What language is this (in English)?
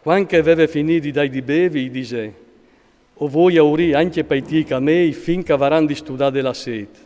Friulian